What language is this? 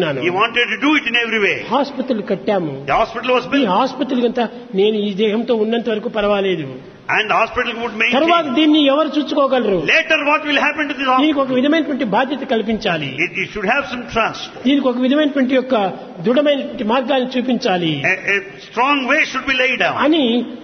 Telugu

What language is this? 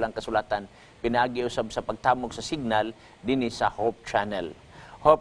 Cebuano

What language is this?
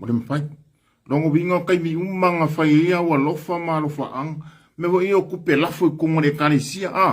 Samoan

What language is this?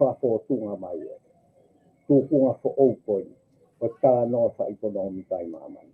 Tongan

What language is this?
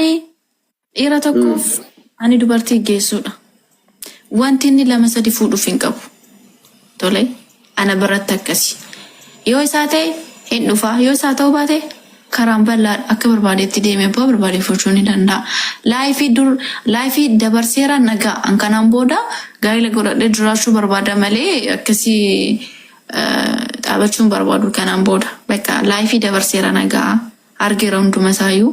Oromo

